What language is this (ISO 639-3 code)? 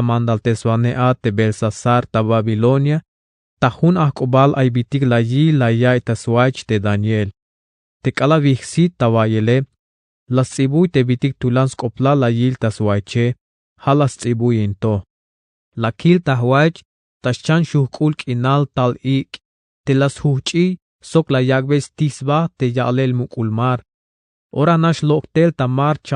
tzh